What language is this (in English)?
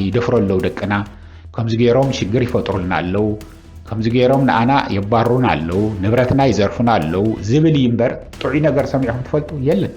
Tigrinya